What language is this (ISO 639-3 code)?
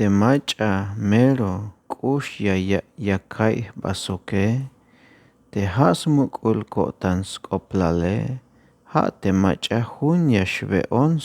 tzh